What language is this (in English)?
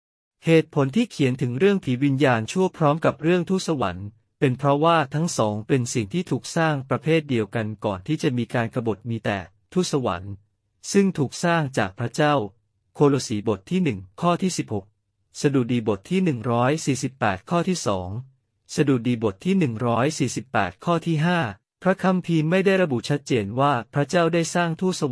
Thai